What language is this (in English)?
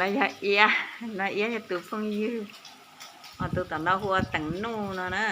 Hmong